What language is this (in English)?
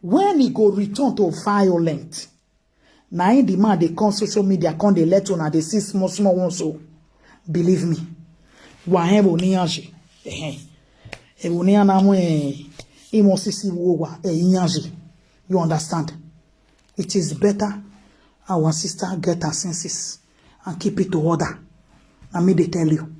Nigerian Pidgin